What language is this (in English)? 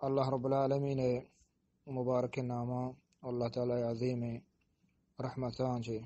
Eastern Balochi